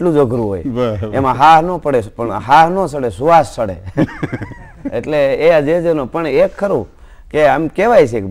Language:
Gujarati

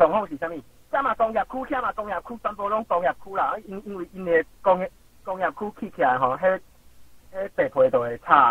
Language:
Min Nan Chinese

